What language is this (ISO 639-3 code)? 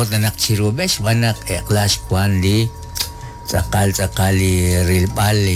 kek